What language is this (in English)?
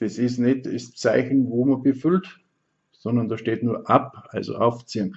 Bavarian